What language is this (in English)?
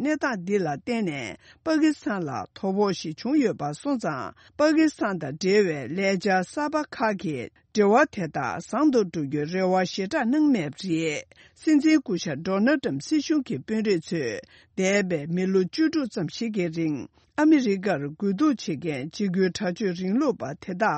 Tibetan